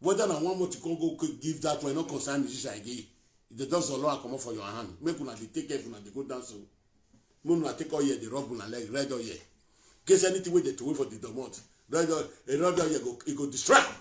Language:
Nigerian Pidgin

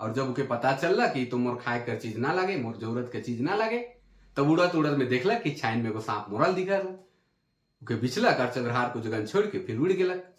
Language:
Sadri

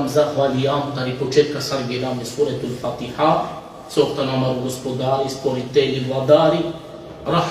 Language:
Balkan Romani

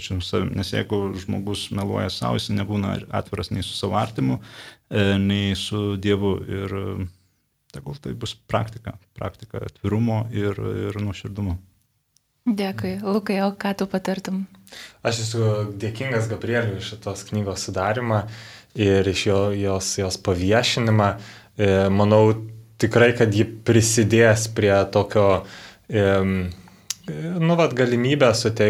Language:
Lithuanian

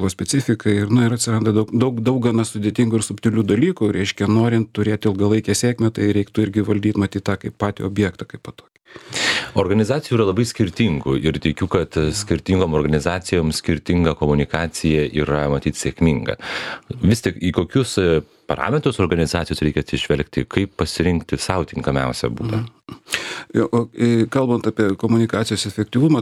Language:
Lithuanian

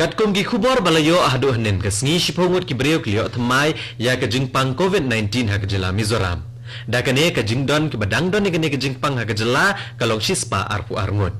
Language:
Khasi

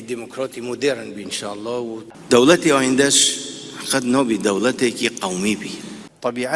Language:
Kurdish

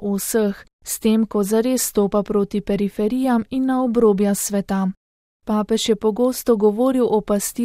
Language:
Slovenian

